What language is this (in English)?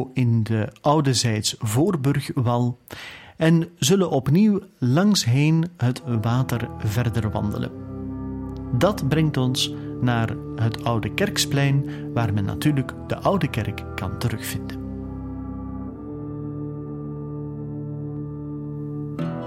Dutch